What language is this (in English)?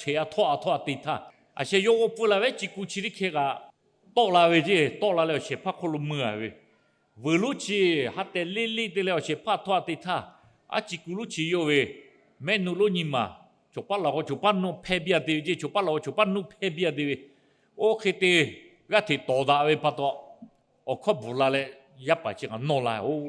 Lahu